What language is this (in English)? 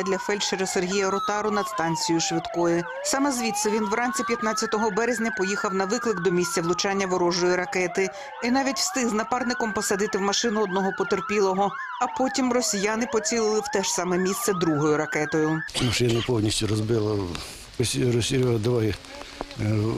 Ukrainian